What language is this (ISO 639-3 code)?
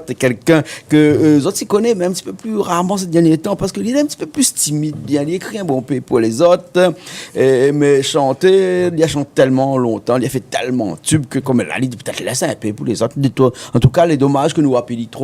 rcf